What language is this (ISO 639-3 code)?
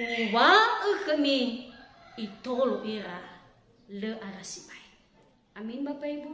nia